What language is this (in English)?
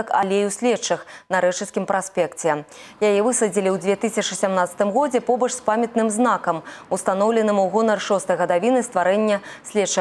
Belarusian